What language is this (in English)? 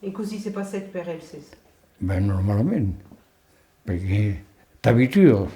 Occitan